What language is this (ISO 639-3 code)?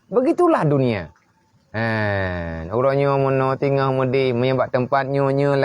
ace